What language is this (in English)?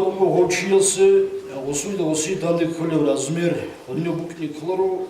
Avaric